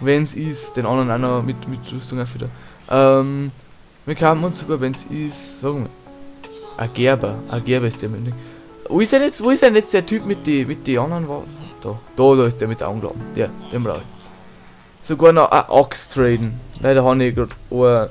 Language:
Bavarian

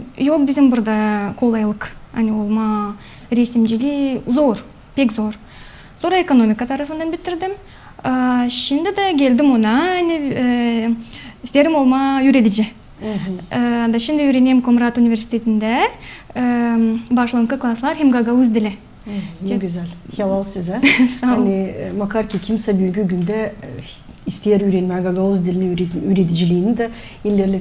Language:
Gagauz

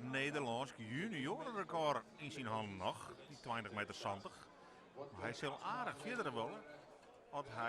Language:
Western Frisian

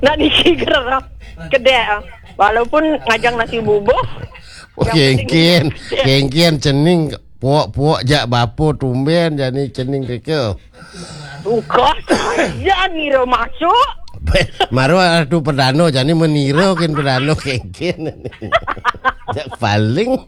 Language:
Balinese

